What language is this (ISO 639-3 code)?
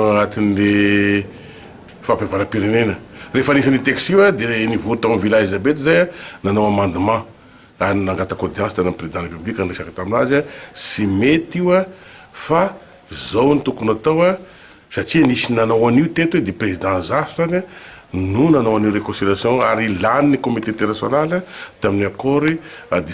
mlg